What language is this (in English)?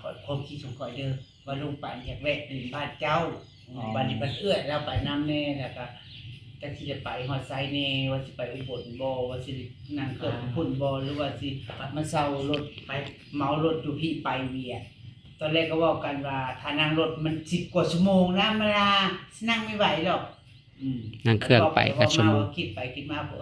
Northeastern Thai